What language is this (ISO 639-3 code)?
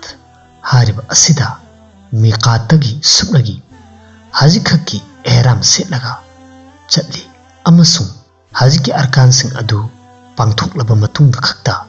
mni